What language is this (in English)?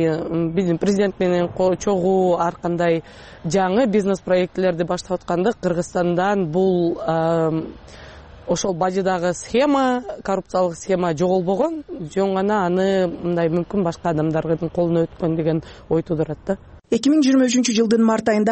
Kyrgyz